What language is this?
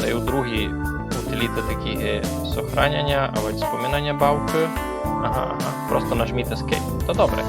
Rusyn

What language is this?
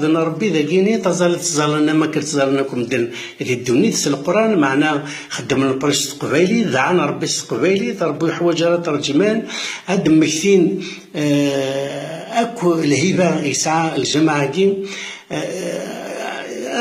Kabyle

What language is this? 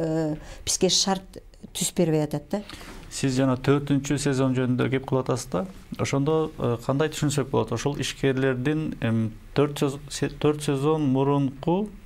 Kyrgyz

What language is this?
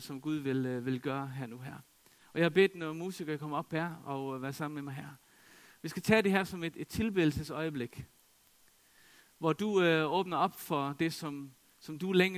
Danish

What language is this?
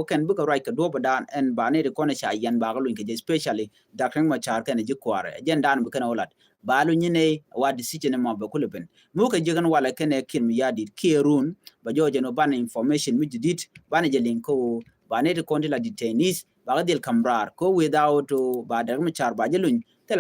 Nuer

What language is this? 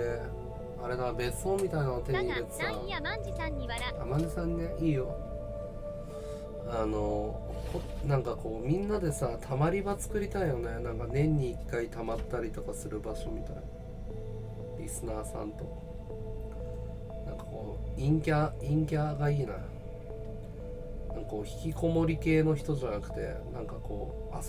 Japanese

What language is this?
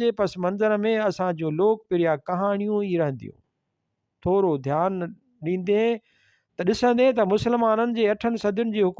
Sindhi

